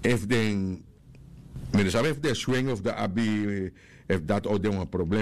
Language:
Sranan Tongo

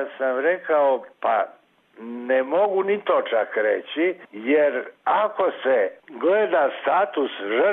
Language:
Croatian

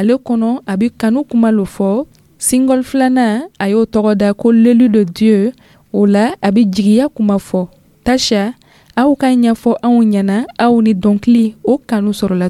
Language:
Dyula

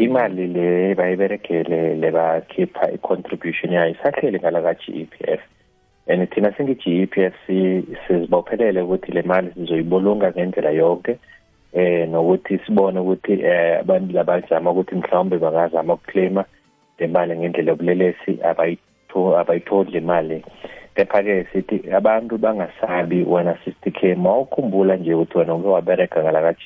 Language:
South Ndebele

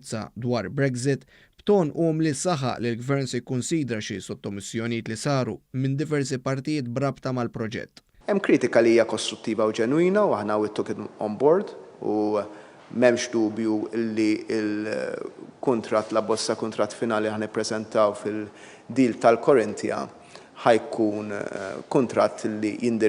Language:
Maltese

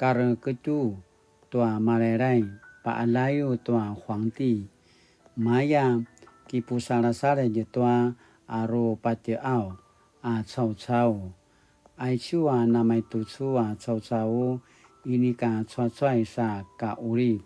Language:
Paiwan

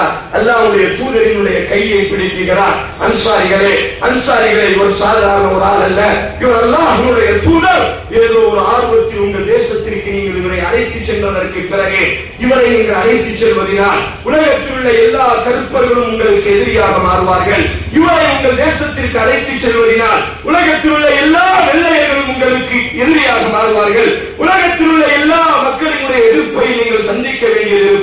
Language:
Tamil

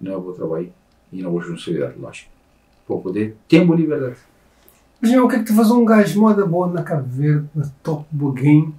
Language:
Kabuverdianu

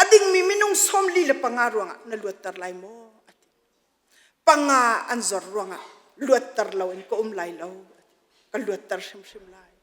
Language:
Hakha Chin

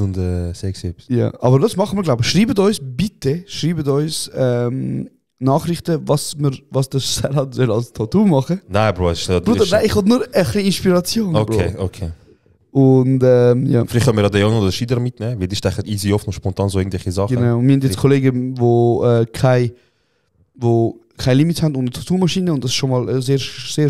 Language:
Swiss German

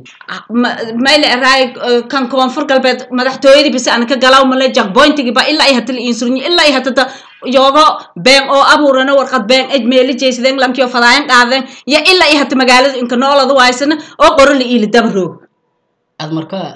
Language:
Somali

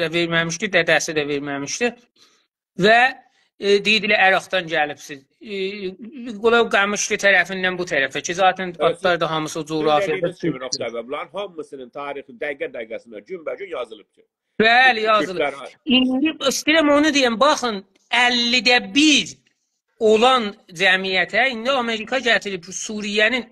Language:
South Azerbaijani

